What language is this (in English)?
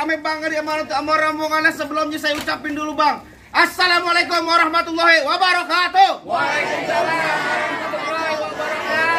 Betawi